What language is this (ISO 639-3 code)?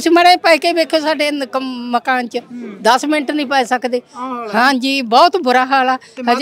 pan